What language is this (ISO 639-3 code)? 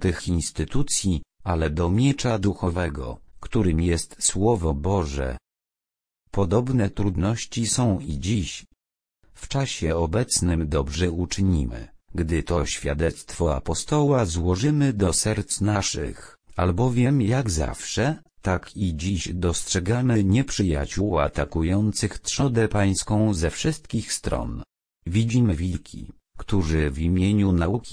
pol